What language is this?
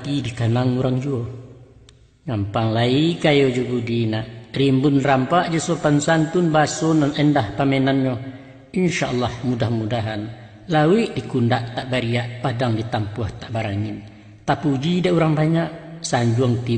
Minangkabau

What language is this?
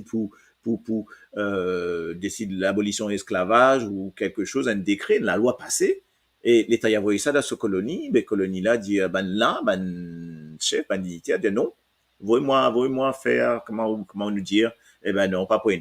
Morisyen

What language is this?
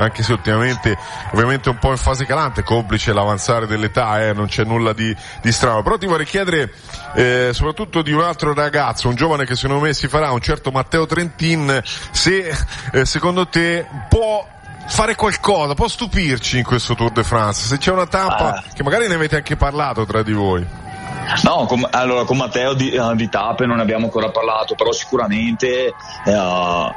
Italian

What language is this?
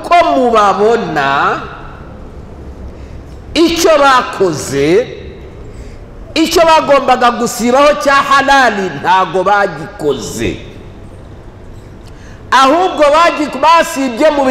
Kinyarwanda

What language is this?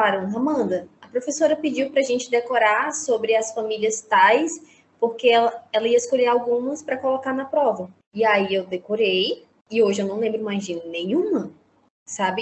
Portuguese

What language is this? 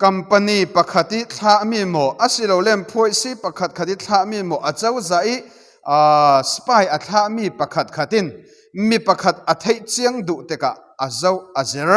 Falam Chin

